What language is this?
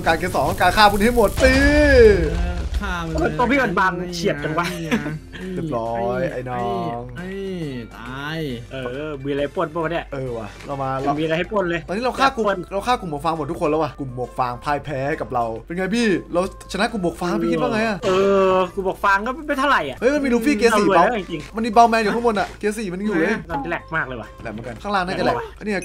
Thai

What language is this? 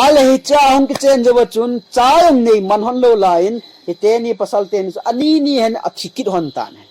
Thado Chin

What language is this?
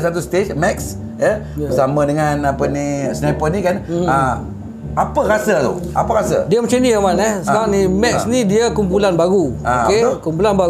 Malay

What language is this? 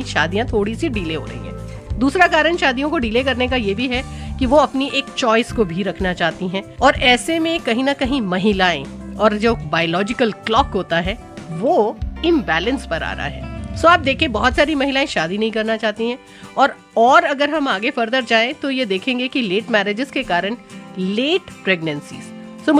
Hindi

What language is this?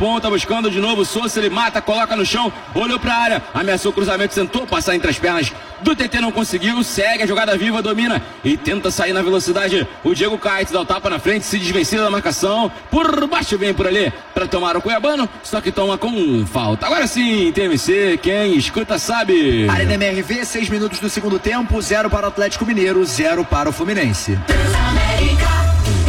Portuguese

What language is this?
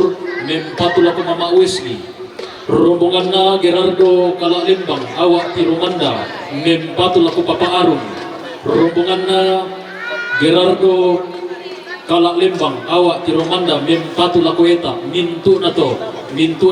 Toraja-Sa'dan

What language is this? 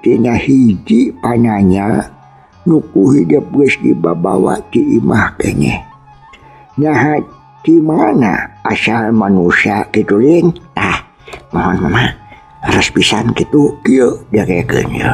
Sundanese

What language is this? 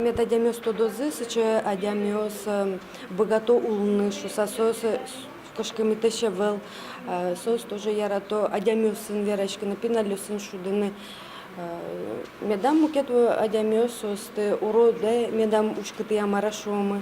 Udmurt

